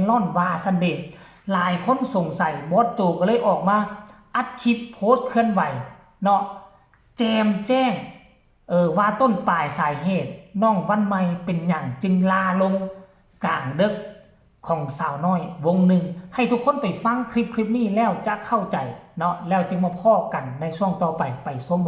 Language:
Northeastern Thai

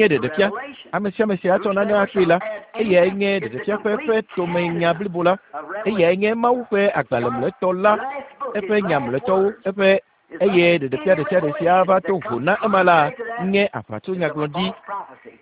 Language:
Ewe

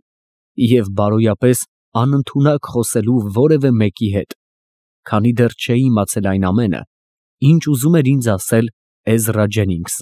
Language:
Armenian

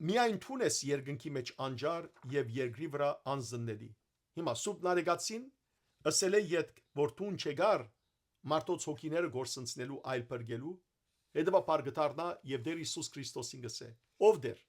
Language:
Western Armenian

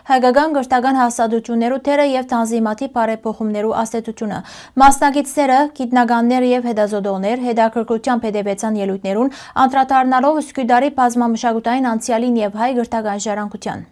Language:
Western Armenian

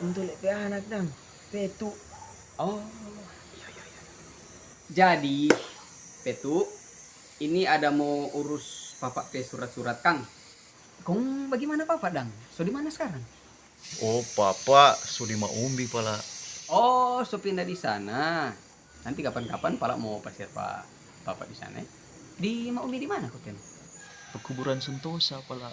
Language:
Manado Malay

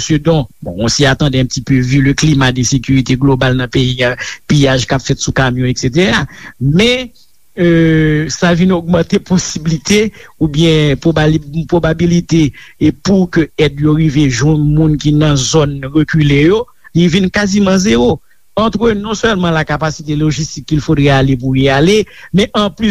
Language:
Haitian Creole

